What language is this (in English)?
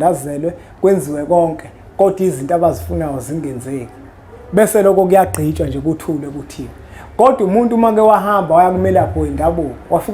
Zulu